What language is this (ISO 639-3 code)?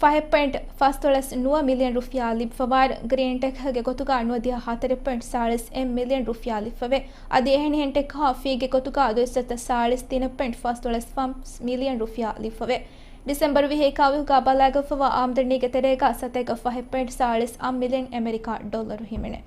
div